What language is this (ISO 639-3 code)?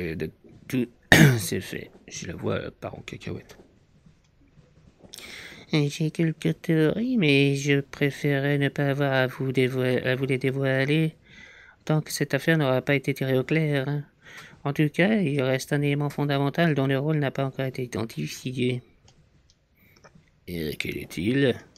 fra